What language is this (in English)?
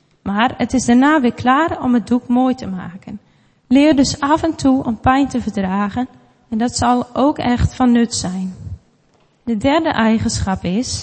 Dutch